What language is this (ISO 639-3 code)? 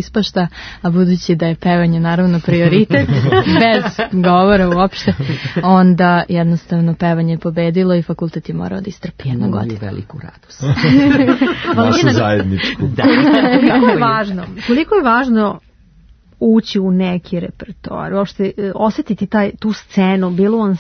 srp